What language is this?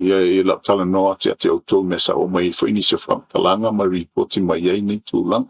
Samoan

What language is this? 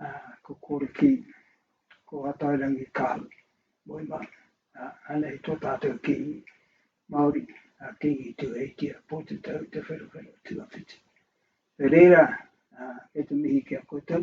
Māori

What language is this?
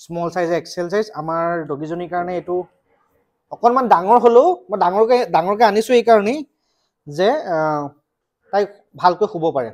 Assamese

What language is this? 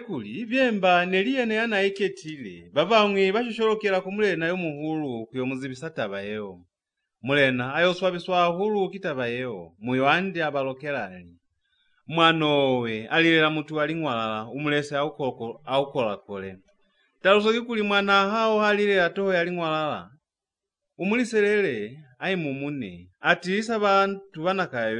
Lozi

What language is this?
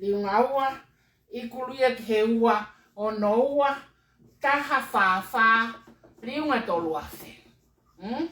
Tongan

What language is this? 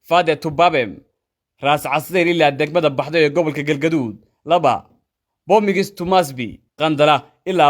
Somali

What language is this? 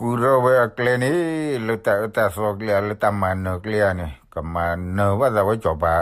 S'gaw Karen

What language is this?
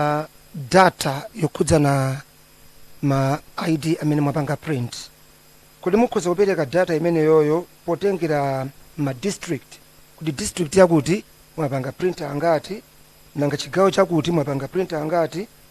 Nyanja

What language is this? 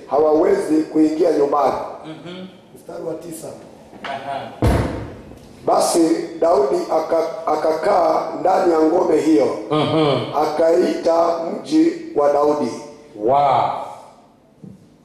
Swahili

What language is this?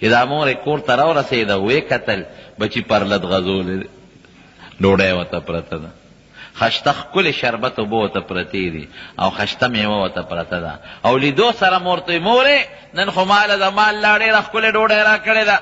Pashto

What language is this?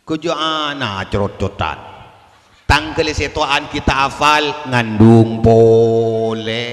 Madurese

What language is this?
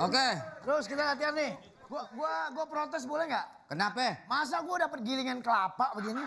Betawi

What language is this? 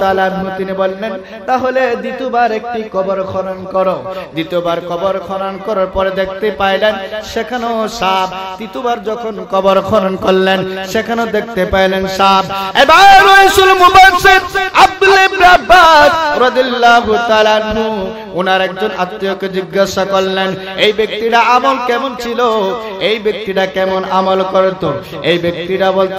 Bangla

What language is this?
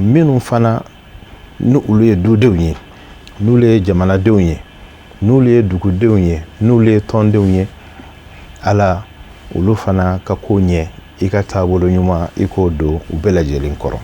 Bambara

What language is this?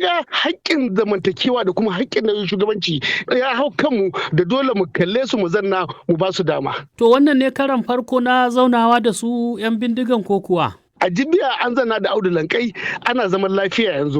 Hausa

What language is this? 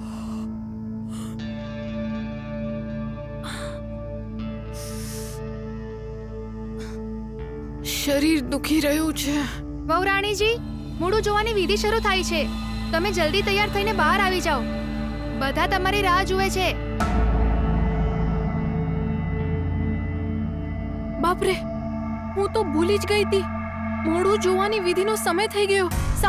Gujarati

